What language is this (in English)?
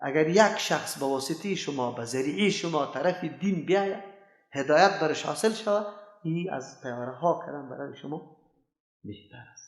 Persian